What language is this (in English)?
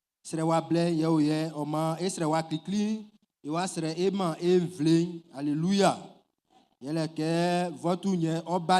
Baoulé